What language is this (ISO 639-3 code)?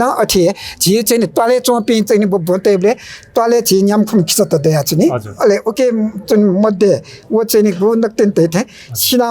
new